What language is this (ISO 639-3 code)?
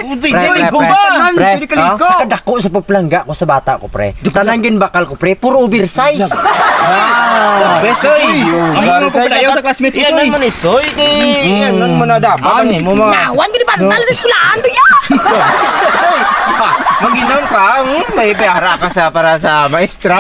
hil